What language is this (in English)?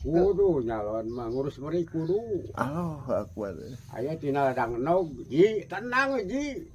Sundanese